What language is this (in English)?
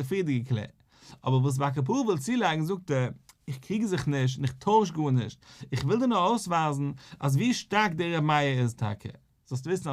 Yiddish